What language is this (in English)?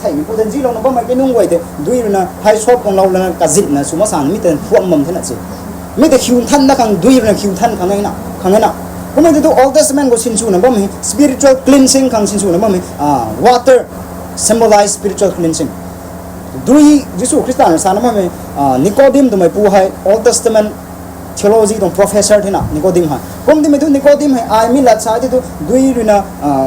Rongmei Naga